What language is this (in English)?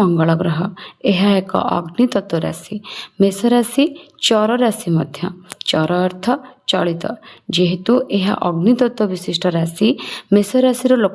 Odia